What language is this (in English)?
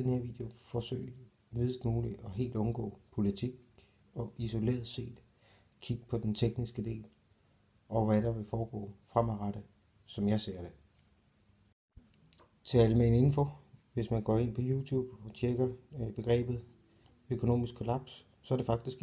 Danish